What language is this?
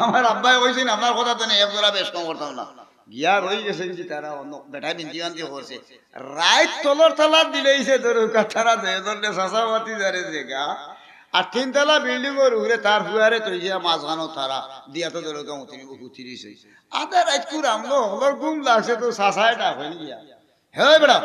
Sylheti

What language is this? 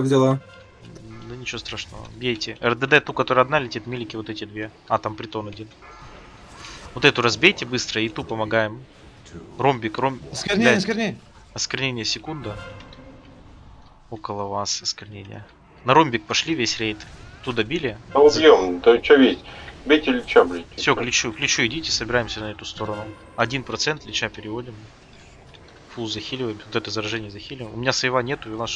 Russian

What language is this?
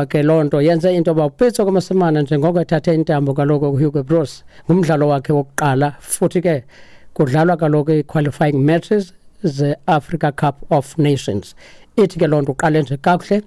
Xhosa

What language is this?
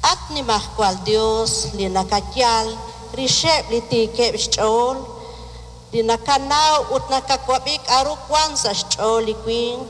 Kekchí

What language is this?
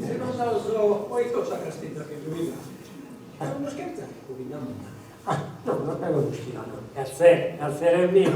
Sardinian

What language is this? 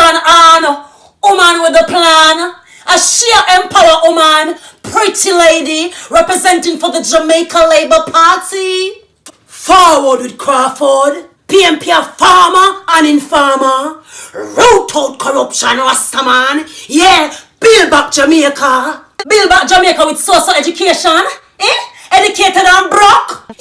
Jamaican Creole English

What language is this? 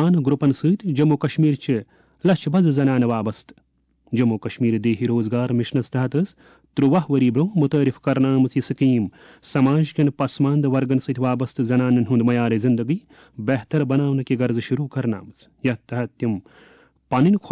Kashmiri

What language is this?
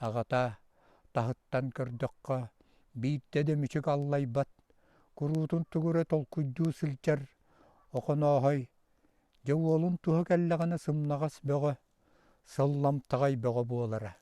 Yakut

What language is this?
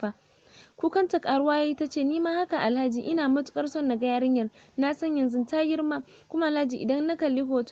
Hausa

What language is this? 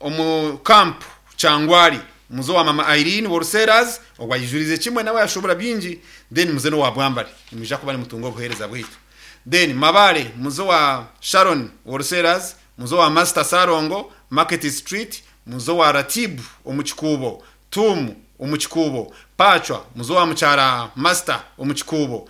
Nyankole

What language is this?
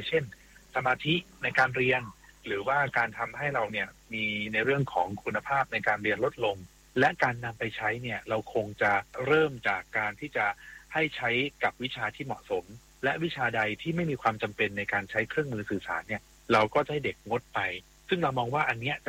Thai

